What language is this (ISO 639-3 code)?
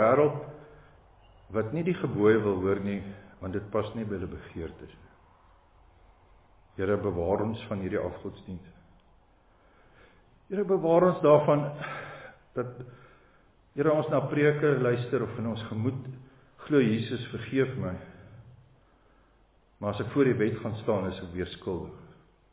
afr